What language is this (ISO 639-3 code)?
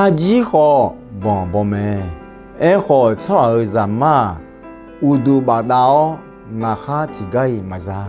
ahk